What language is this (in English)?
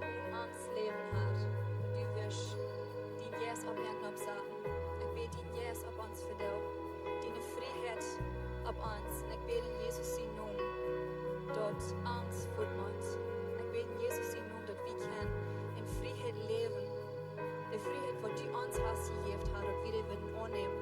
Plautdietsch